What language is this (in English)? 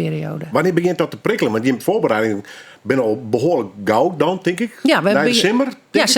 Western Frisian